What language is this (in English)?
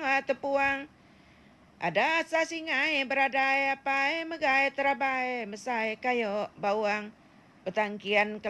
Iban